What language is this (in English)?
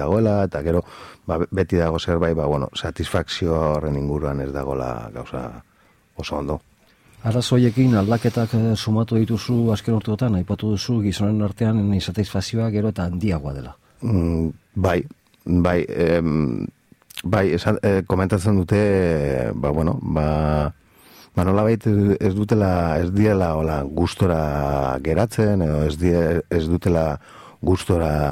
Basque